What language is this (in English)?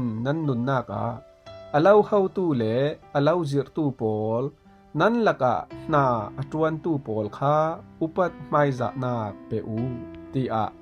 Falam Chin